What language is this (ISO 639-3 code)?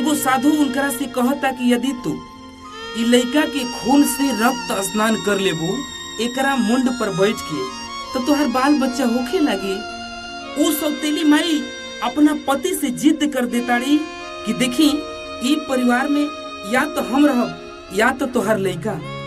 bho